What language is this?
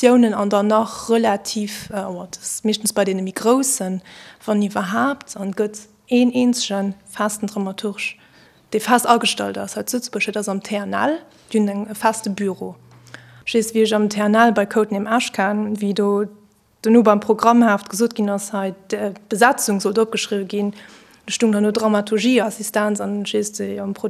Luxembourgish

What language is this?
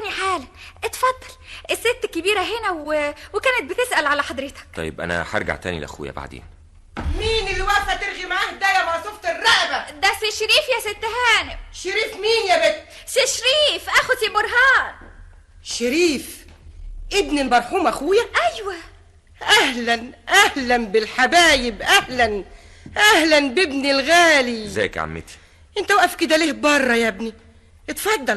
Egyptian Arabic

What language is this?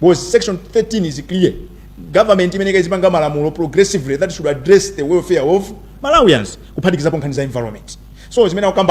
Nyanja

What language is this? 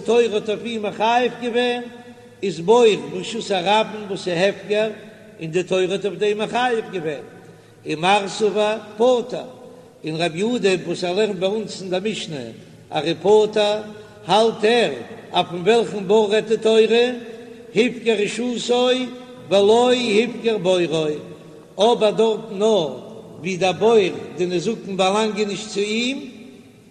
Yiddish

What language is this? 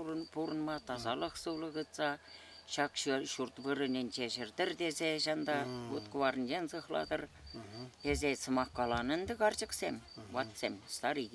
Chuvash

